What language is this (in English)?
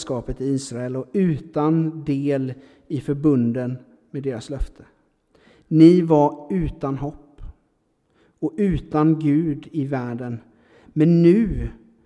Swedish